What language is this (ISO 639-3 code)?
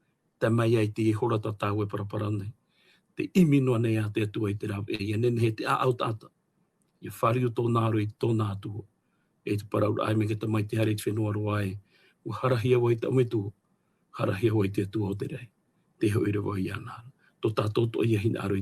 tah